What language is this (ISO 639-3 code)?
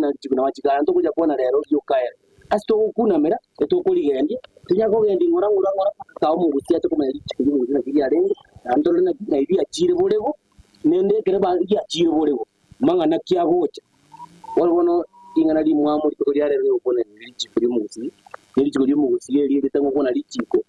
guz